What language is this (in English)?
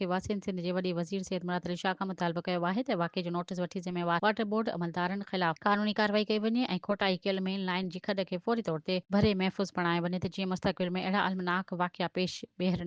Sindhi